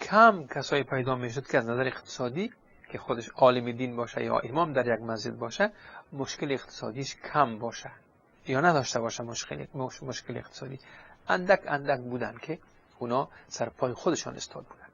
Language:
Persian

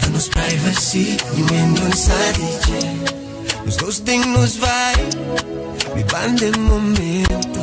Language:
Papiamento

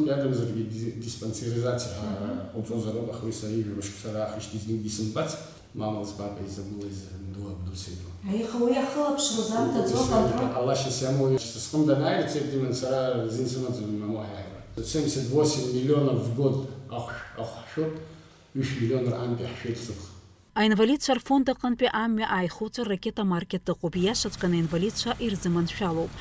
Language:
Abkhazian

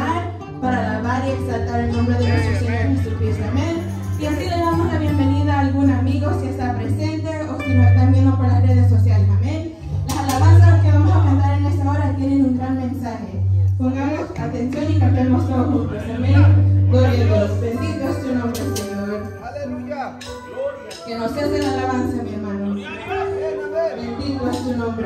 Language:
Spanish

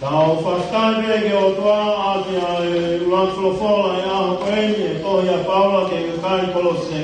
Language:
Tongan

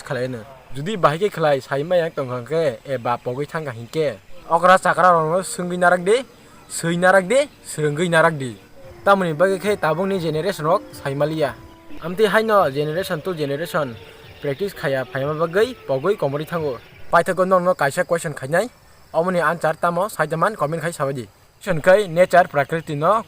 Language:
Kok Borok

